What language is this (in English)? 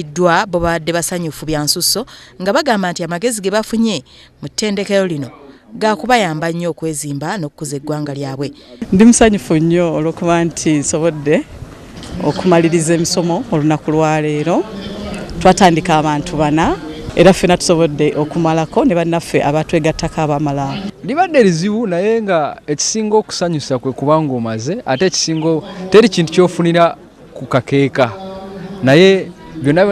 Ganda